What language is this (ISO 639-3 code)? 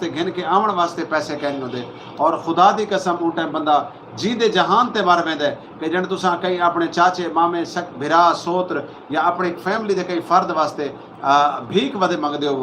skr